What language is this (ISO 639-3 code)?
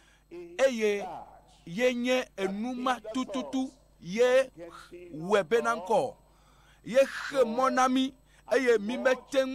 ewe